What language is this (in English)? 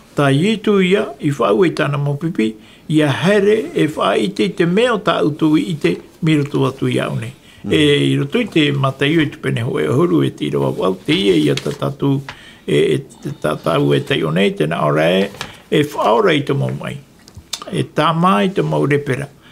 Tahitian